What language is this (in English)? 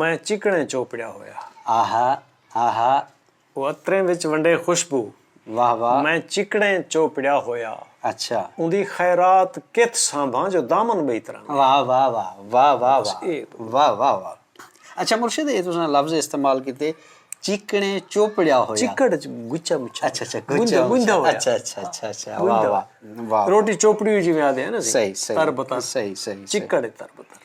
Saraiki